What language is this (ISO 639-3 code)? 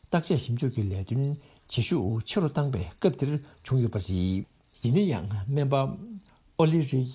bod